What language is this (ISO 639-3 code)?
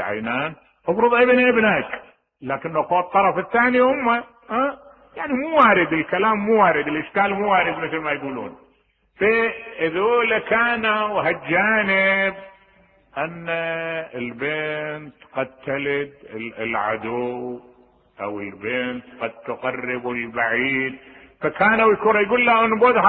acm